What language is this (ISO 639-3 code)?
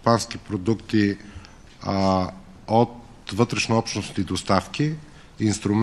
bul